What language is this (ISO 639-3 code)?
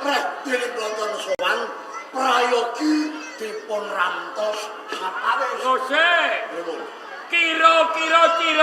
jav